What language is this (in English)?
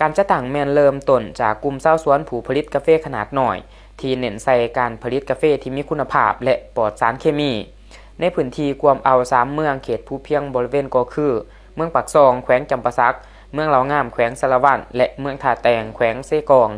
Lao